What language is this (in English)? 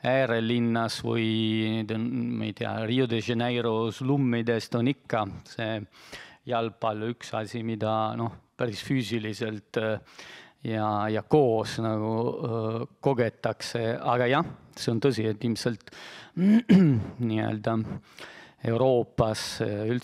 Estonian